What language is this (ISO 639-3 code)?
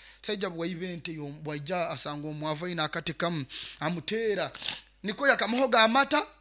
nyo